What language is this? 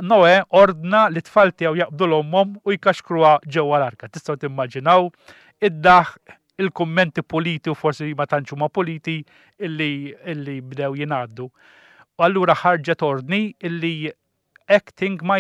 Maltese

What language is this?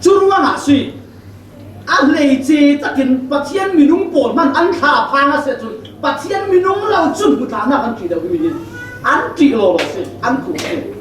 Falam Chin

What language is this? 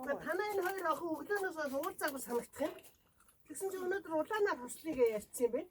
Mongolian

